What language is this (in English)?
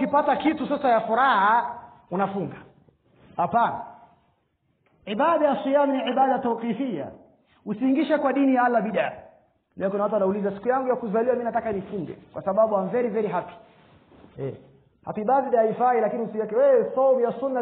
Swahili